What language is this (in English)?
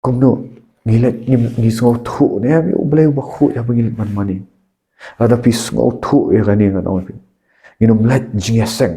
Khasi